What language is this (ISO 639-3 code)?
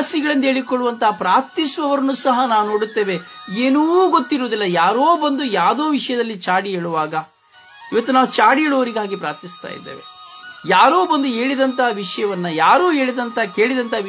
kan